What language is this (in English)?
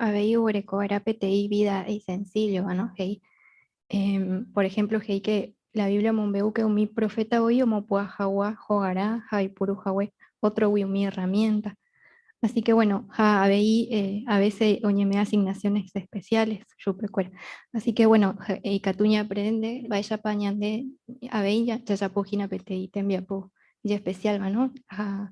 Guarani